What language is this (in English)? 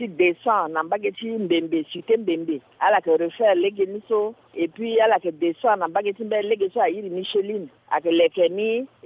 Sango